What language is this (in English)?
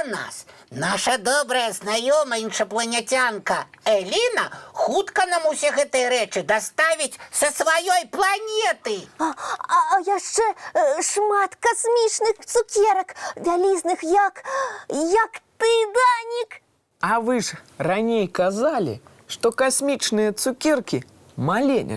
Belarusian